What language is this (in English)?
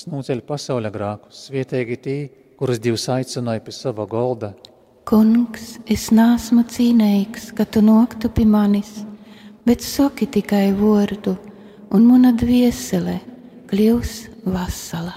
Latvian